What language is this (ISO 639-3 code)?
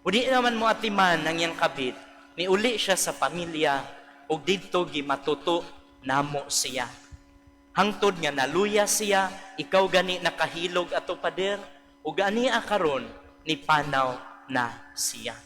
ceb